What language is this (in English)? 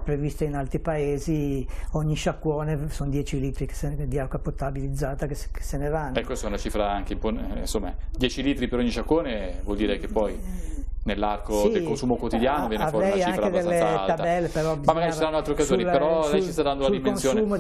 Italian